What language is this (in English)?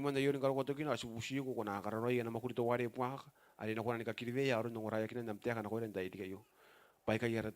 Gilbertese